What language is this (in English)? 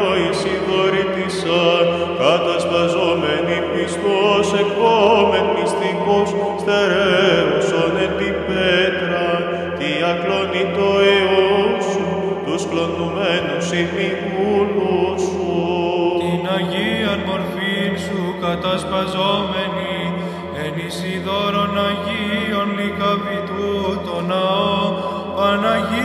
Greek